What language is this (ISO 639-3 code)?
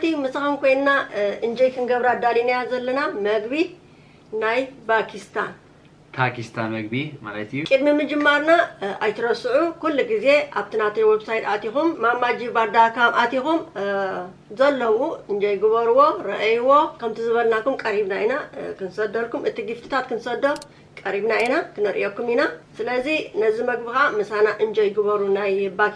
tir